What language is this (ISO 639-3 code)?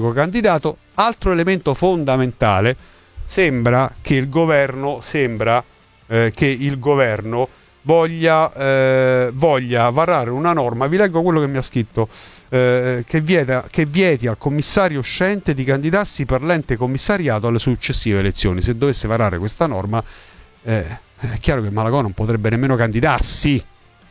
ita